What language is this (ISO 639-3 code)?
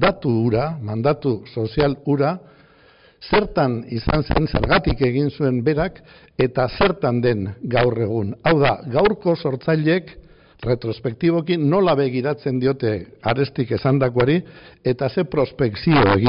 eus